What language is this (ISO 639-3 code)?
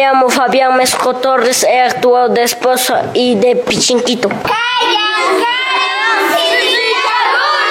que